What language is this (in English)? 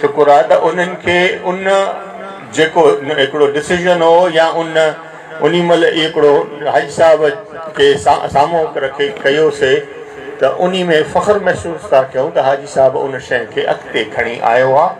Sindhi